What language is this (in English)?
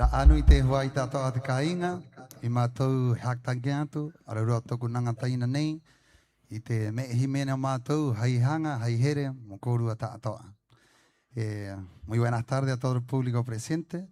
Rapanui